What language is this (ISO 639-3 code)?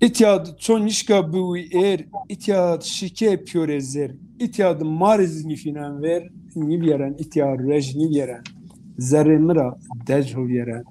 zza